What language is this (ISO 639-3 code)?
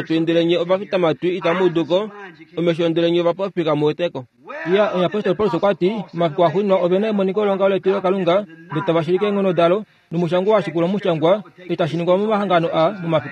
kua